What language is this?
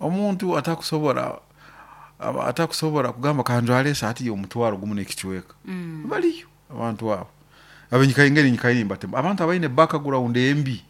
Nyoro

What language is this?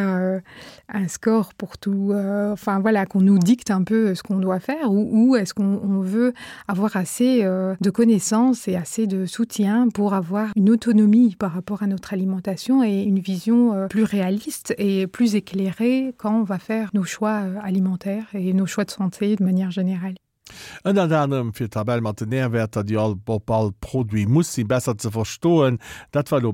Luxembourgish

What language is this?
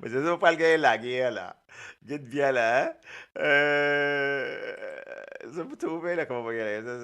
Morisyen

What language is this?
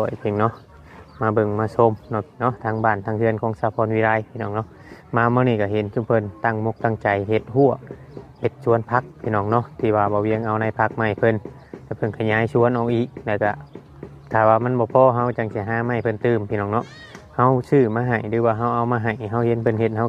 Lao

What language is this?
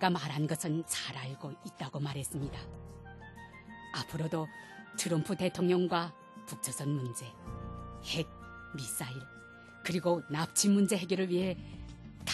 Korean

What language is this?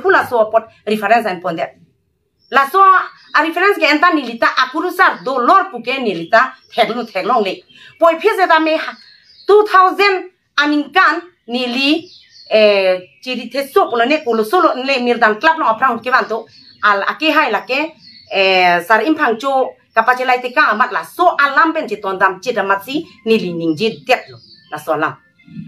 Karbi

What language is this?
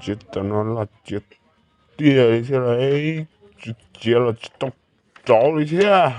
Hmong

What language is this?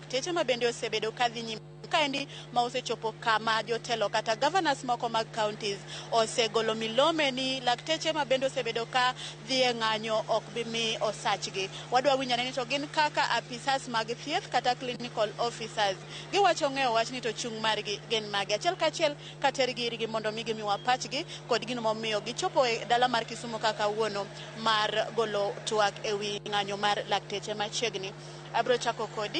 Luo (Kenya and Tanzania)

